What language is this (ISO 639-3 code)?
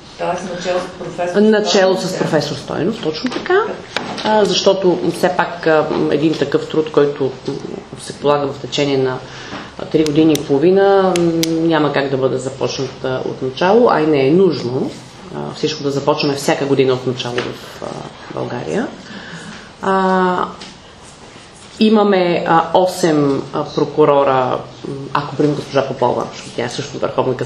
bul